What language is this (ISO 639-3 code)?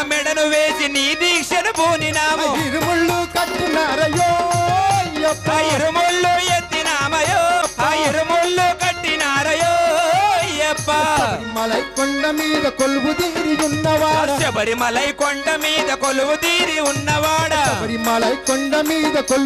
tel